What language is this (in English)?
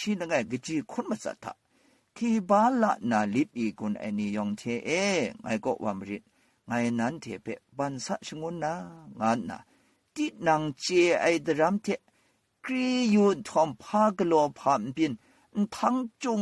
Kachin